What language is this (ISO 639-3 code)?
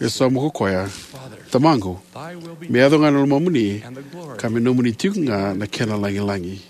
fij